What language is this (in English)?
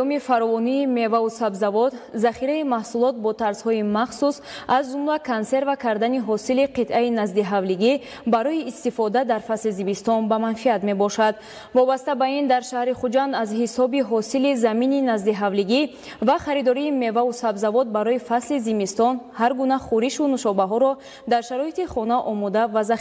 Tajik